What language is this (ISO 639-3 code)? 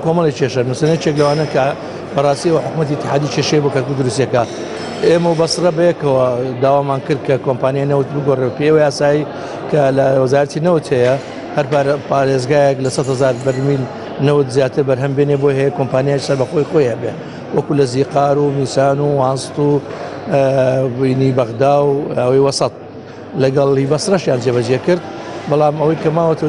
ckb